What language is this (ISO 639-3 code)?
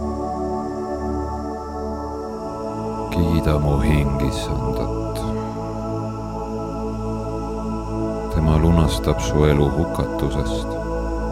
est